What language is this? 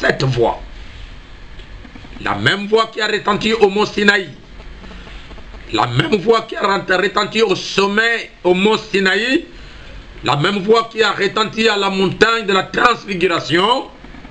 French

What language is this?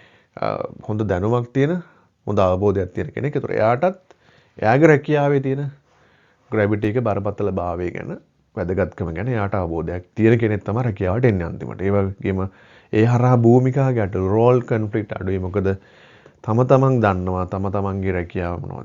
Sinhala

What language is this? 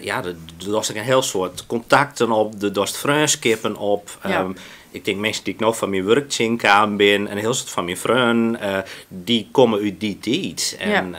Western Frisian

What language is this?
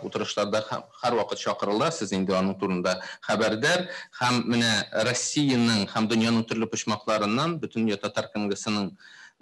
Tatar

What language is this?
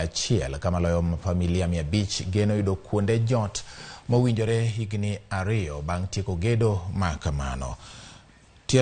Luo (Kenya and Tanzania)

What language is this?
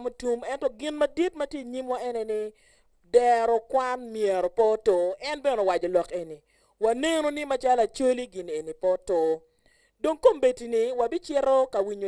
Acoli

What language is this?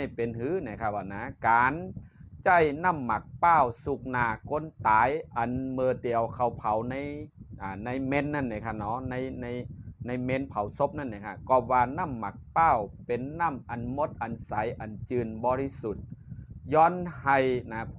Shan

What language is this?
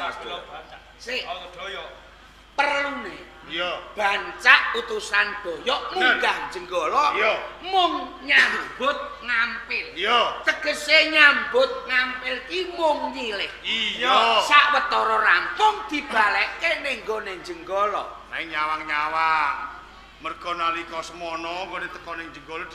Javanese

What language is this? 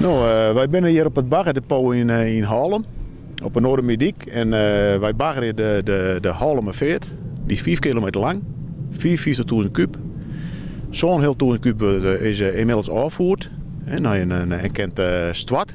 Western Frisian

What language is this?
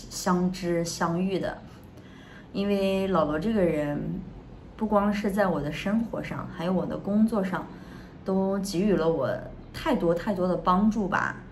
Chinese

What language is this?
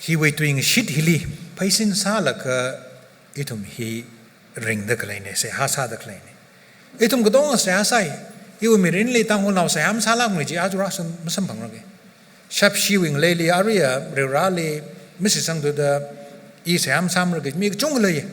Tangkhul Naga (India)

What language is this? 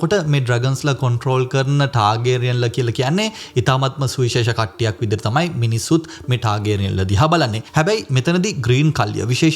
Sinhala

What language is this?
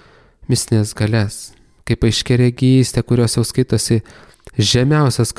Lithuanian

